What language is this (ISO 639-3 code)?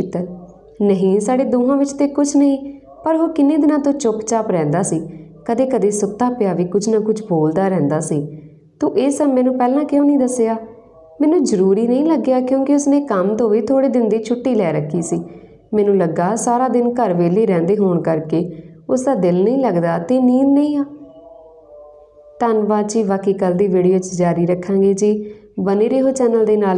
pan